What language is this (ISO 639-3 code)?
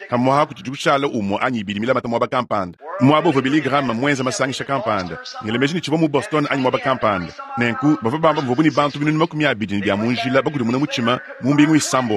lua